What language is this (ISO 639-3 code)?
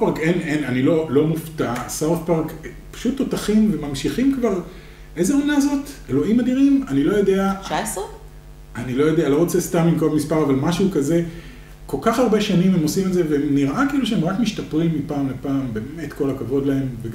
heb